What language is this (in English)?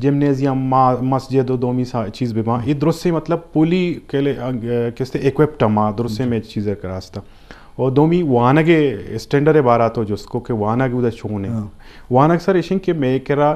Eastern Balochi